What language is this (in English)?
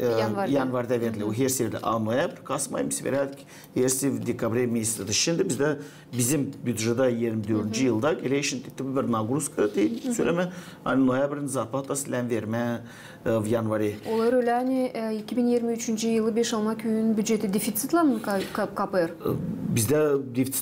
Gagauz